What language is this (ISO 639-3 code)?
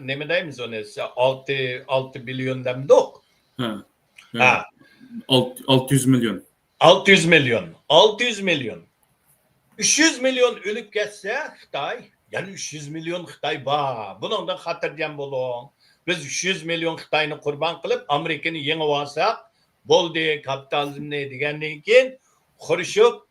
uig